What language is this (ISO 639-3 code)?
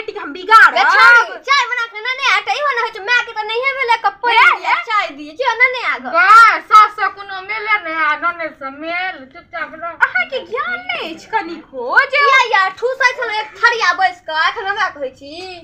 mai